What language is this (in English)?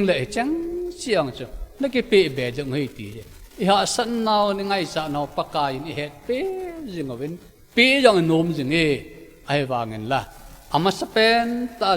Thado Chin